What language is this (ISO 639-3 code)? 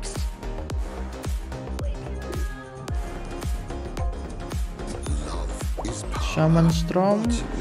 ind